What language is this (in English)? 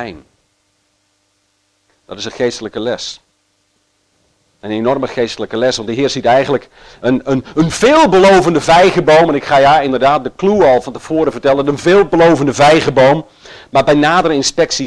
Dutch